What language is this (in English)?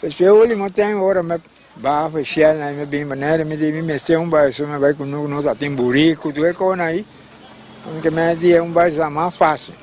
Papiamento